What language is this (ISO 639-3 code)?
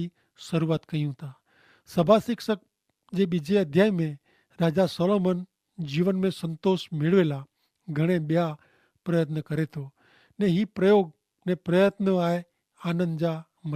kfr